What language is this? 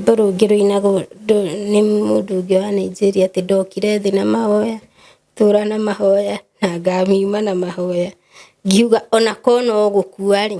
Kikuyu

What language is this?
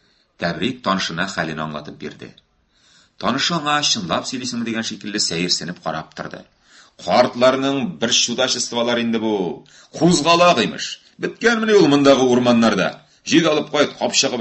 Tatar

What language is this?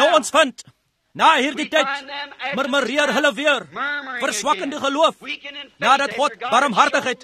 Afrikaans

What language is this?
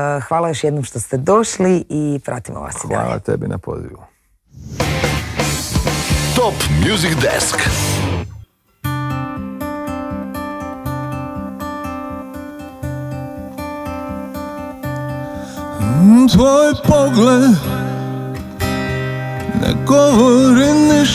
Croatian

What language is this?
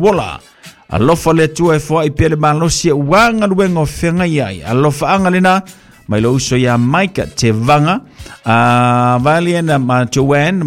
Samoan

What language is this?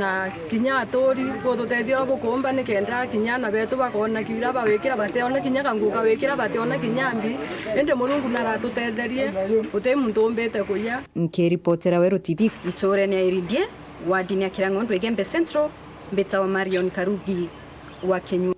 Meru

